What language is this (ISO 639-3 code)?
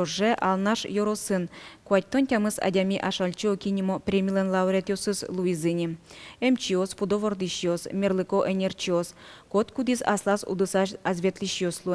udm